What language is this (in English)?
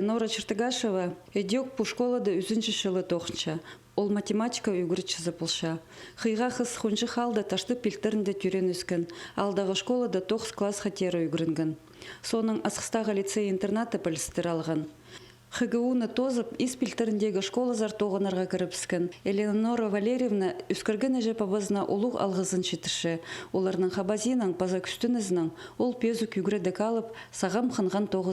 Khakas